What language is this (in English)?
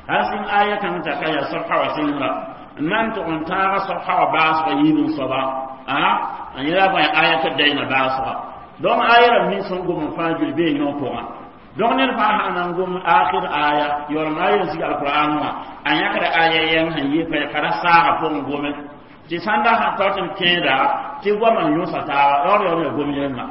Mossi